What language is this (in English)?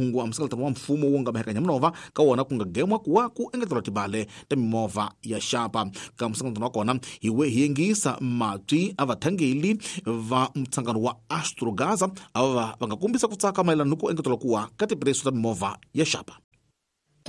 Tsonga